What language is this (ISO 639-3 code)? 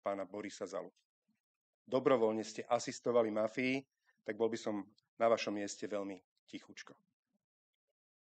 slk